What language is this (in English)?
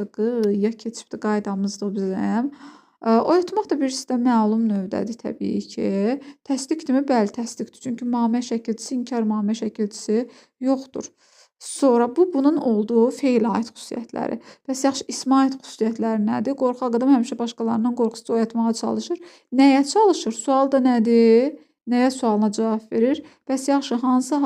Azerbaijani